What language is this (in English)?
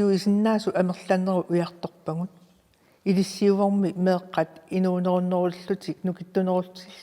Kalaallisut